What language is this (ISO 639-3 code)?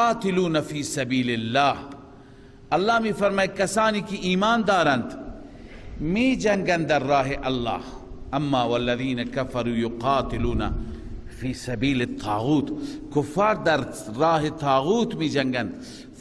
fas